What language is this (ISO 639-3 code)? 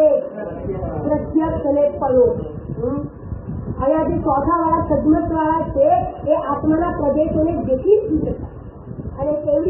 guj